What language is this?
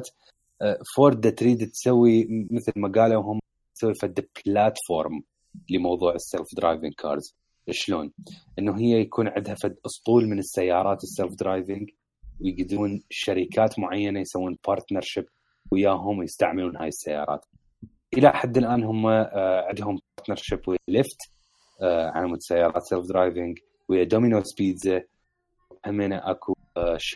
Mesopotamian Arabic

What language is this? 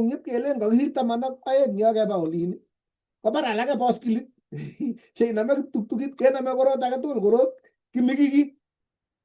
Kalenjin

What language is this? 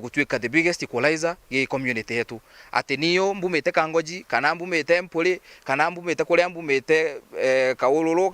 Meru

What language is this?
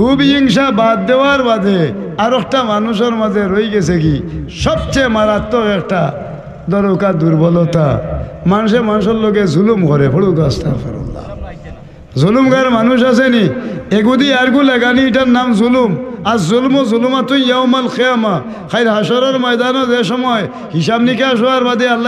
Sylheti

